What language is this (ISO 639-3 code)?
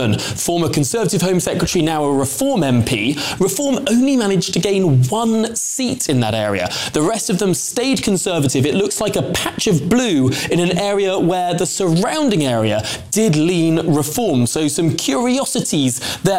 eng